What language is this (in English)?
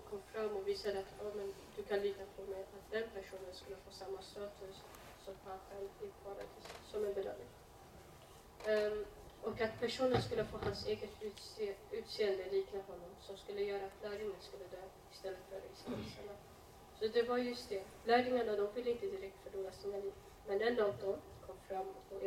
Swedish